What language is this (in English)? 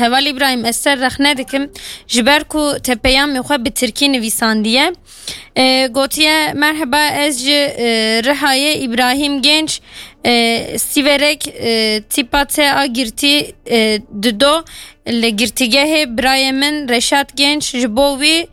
Kurdish